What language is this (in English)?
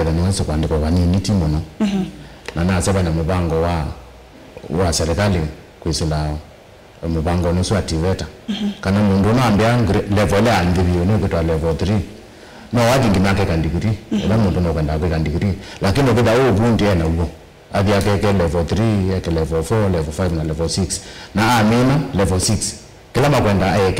Kamba